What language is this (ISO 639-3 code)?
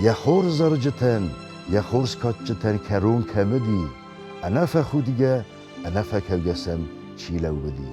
oss